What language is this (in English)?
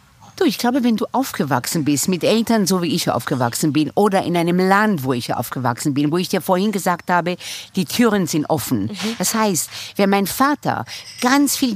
German